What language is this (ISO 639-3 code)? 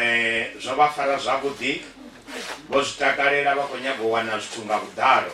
ven